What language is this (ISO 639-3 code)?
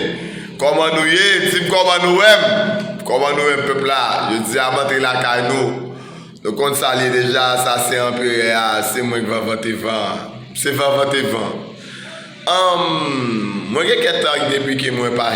hat